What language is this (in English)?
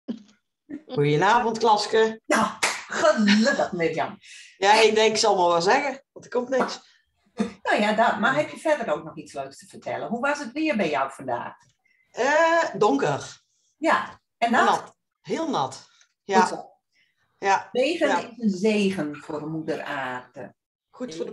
Dutch